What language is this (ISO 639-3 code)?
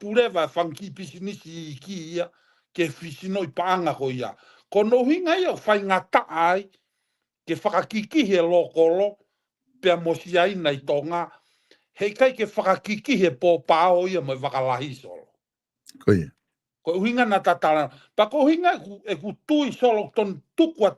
ton